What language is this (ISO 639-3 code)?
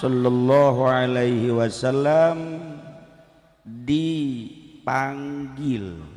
sun